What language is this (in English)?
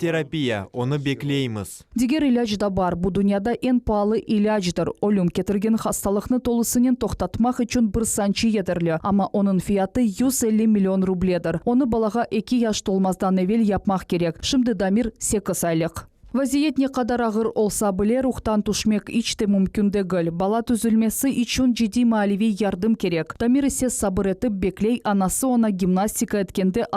Crimean Tatar